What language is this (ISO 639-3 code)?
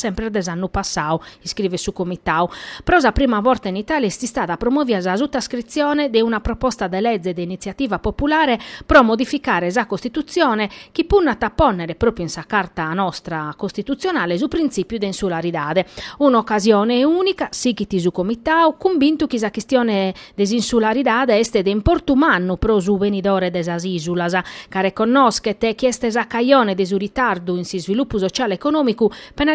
srd